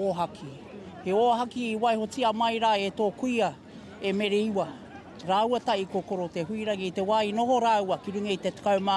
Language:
Māori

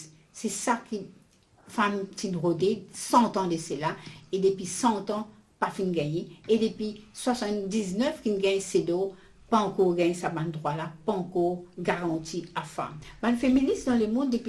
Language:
Morisyen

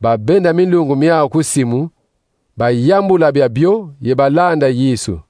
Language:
Kongo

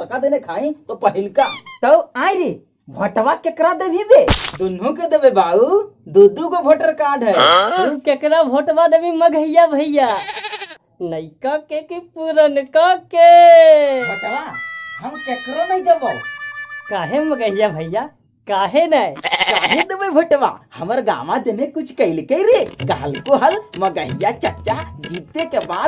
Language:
Magahi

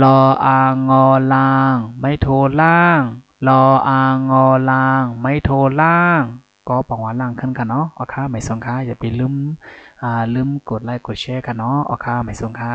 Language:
Shan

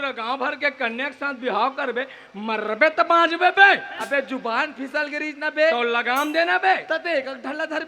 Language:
Chhattisgarhi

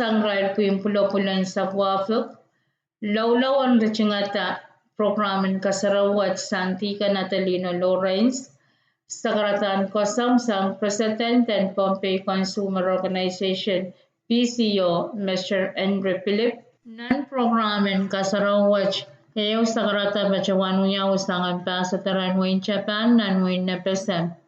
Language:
Pohnpeian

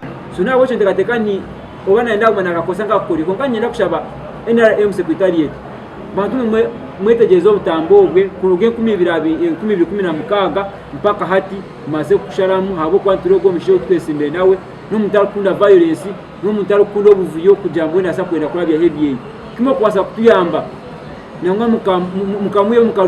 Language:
Nyankole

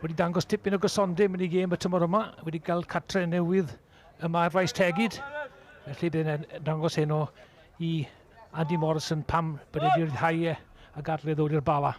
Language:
Welsh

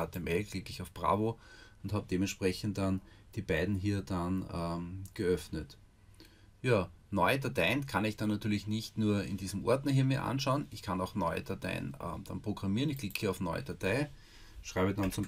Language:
German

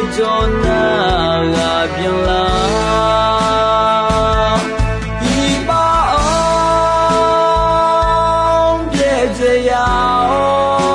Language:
Akha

